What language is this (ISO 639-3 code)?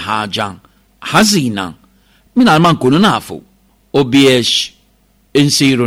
mlt